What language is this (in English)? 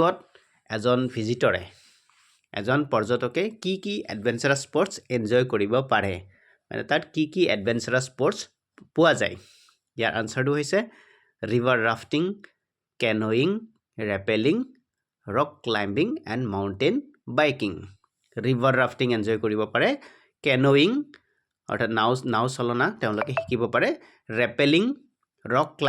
Assamese